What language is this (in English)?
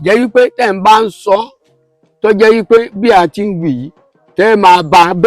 Yoruba